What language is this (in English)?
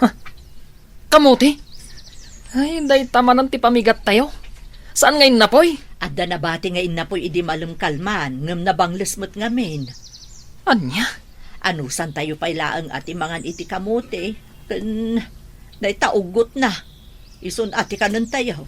Iloko